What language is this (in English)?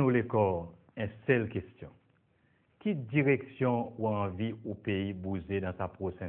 Seselwa Creole French